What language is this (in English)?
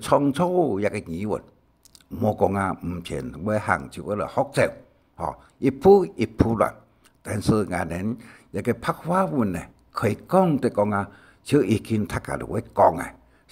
Hakka Chinese